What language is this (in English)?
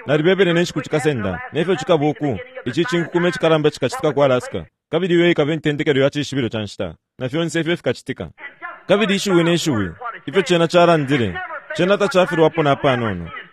Bemba